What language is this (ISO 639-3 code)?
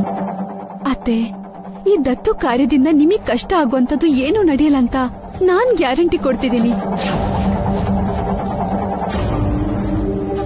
kan